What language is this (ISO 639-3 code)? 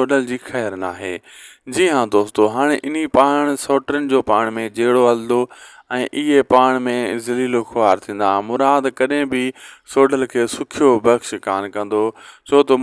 snd